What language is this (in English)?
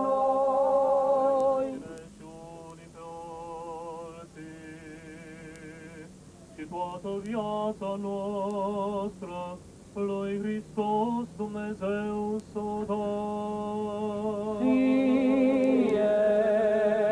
Romanian